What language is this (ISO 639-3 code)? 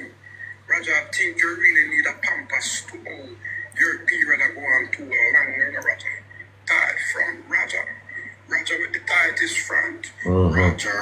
jam